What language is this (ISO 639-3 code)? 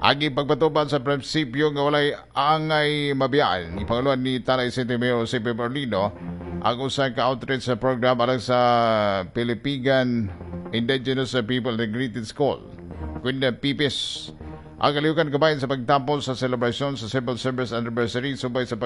ceb